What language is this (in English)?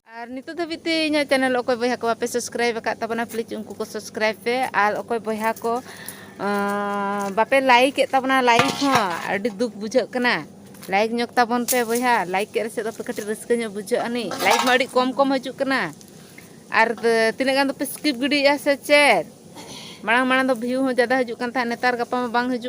Santali